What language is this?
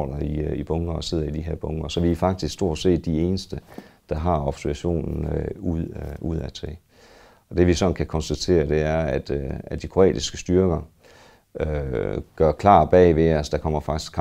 Danish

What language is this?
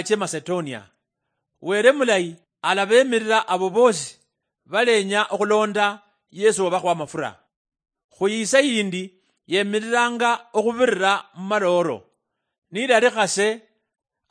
Luyia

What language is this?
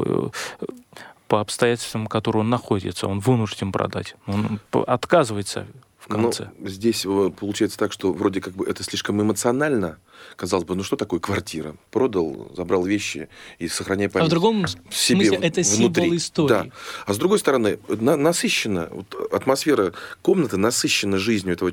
Russian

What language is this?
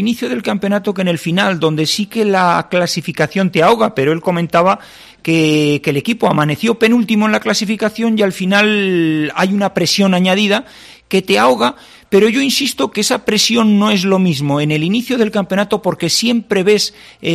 Spanish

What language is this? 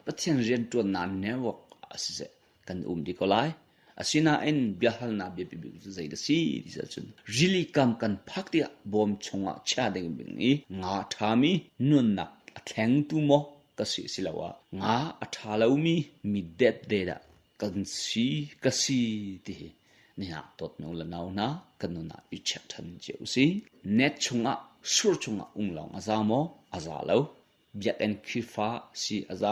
Hakha Chin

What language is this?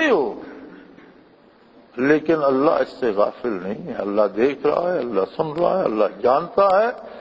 Urdu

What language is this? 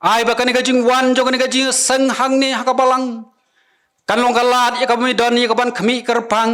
Khasi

